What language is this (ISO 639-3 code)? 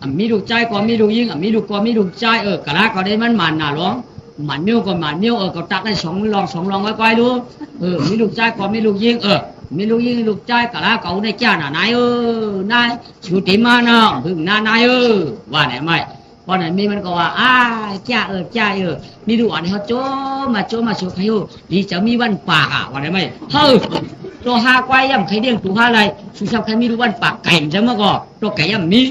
shn